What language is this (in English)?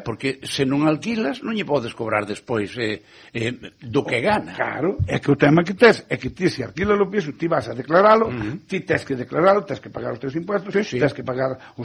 Galician